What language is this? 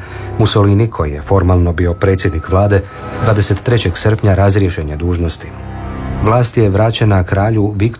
Croatian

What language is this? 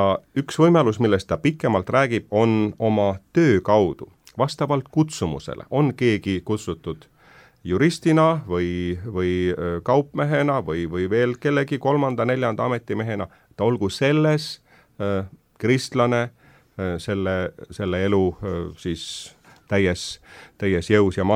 Estonian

